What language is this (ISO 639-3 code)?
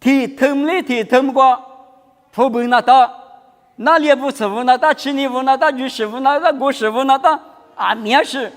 lis